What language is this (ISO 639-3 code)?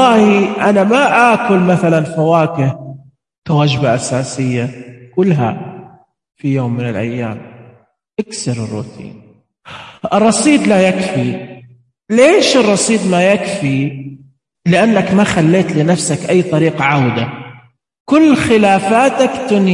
ars